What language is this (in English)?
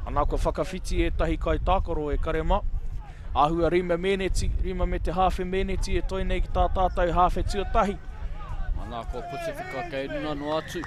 Māori